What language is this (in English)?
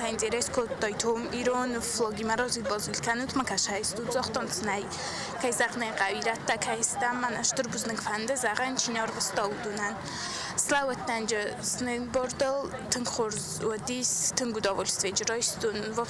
Ossetic